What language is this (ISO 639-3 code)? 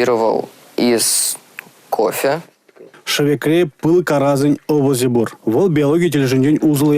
chv